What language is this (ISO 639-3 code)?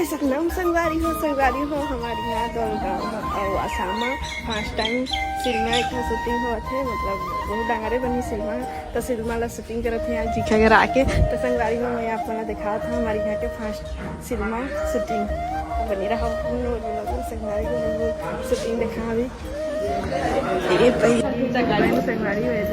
hne